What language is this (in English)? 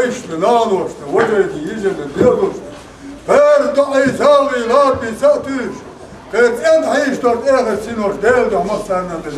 Chechen